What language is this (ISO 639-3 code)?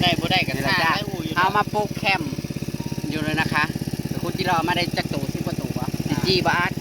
tts